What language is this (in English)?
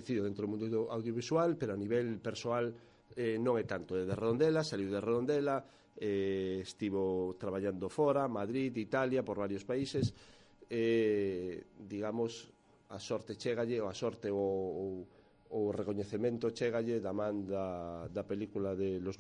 Galician